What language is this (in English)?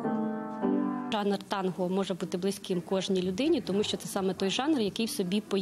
Ukrainian